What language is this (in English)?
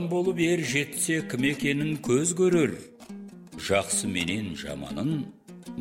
Kazakh